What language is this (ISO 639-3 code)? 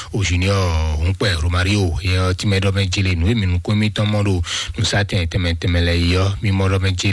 fon